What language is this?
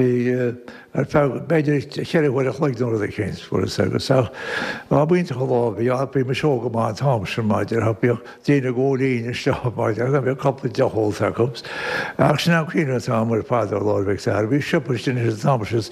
Irish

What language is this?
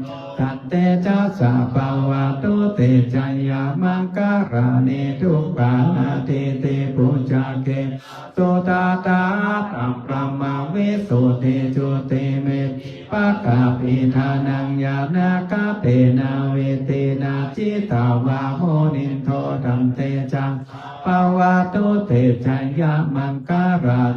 Pali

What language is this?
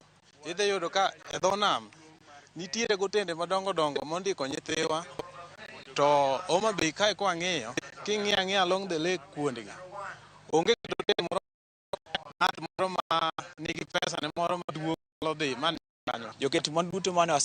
Luo (Kenya and Tanzania)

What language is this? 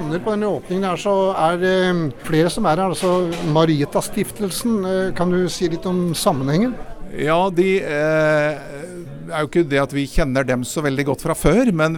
Norwegian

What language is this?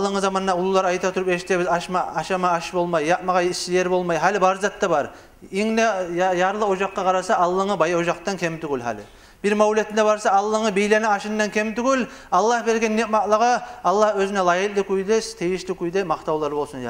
Kumyk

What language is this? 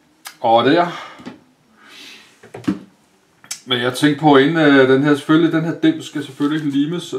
Danish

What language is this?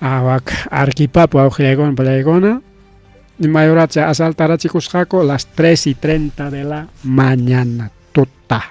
Ayacucho Quechua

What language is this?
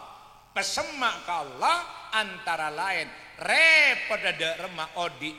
Madurese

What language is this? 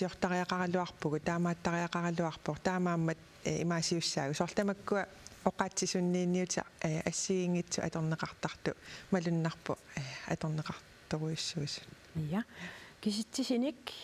Kalaallisut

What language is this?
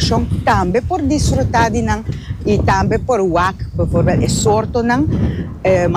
Papiamento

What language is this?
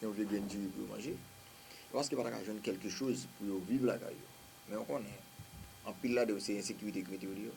Haitian Creole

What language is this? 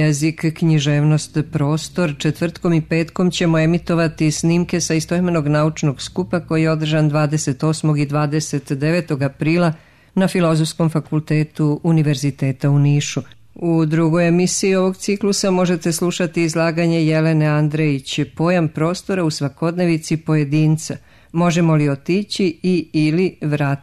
Serbian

